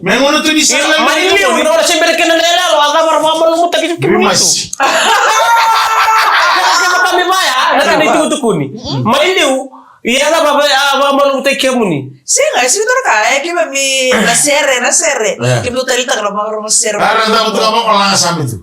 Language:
Fijian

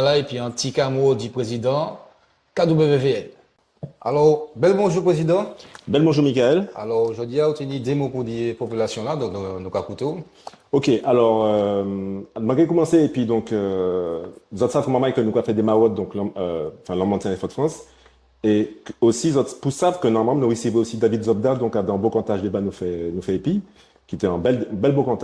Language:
Guadeloupean Creole French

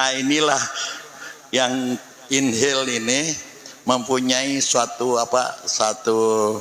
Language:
Banjar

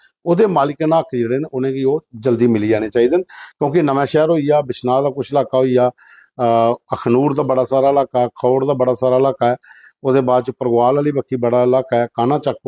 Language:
Dogri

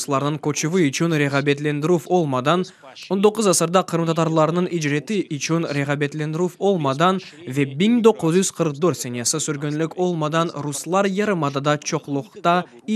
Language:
Crimean Tatar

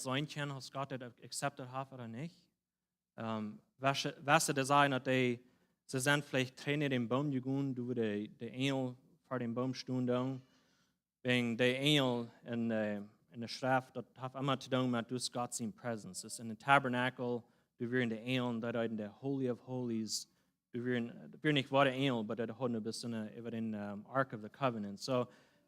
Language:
Plautdietsch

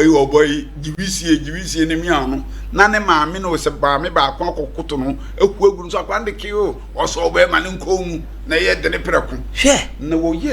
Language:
Akan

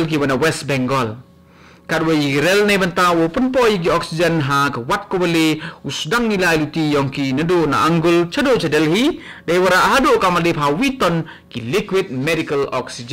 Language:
Khasi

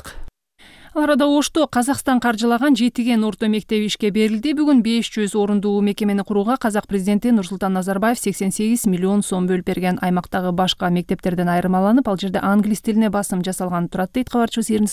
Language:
Kyrgyz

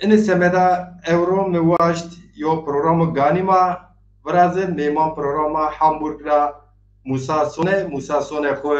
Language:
Zaza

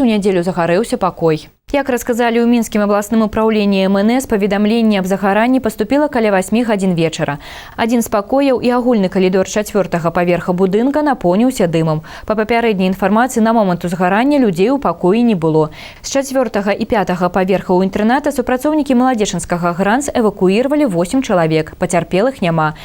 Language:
Belarusian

